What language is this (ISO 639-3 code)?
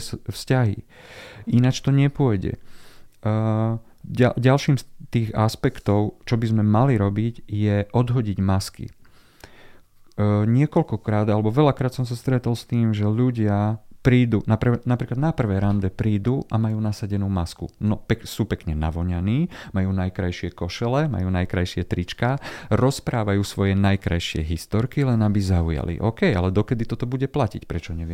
slk